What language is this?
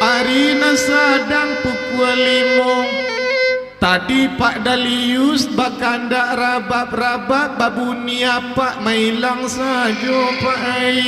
Minangkabau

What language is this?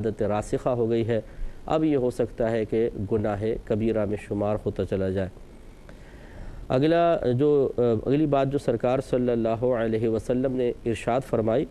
Urdu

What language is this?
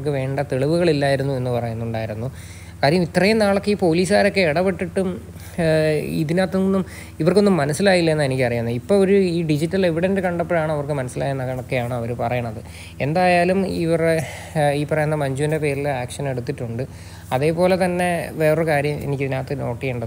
Malayalam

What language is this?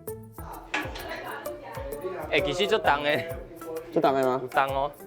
Min Nan Chinese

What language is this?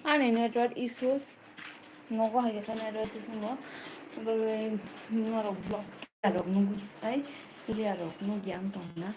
Kok Borok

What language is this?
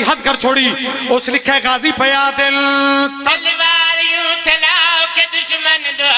Pahari-Potwari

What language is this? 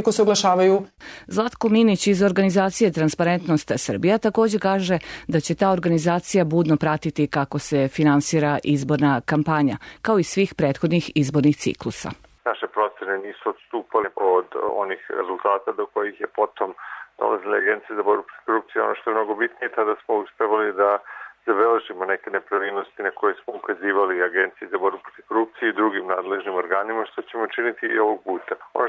Serbian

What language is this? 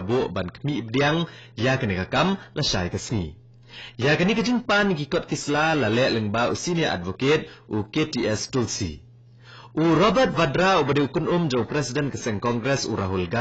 Khasi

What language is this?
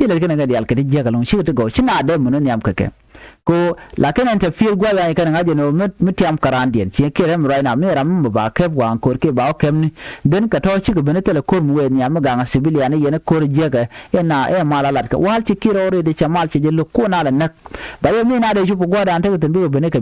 Nuer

